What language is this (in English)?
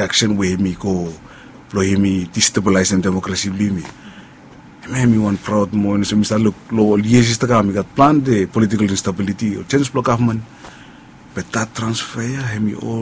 Bislama